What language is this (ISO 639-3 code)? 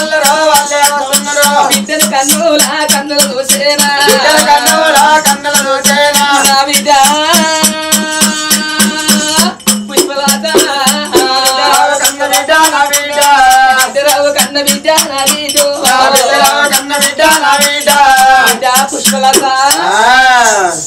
tel